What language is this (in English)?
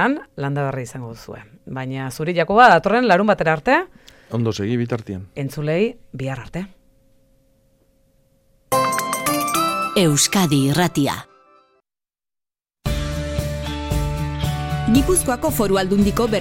Basque